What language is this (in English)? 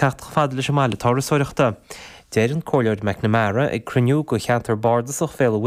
Irish